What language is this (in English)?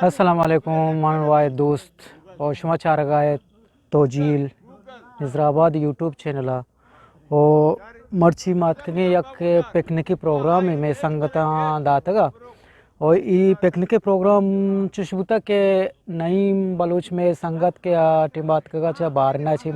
Eastern Balochi